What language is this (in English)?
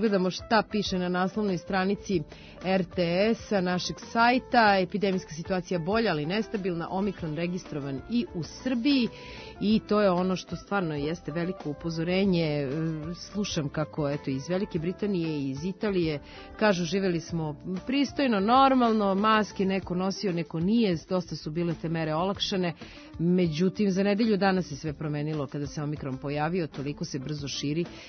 Serbian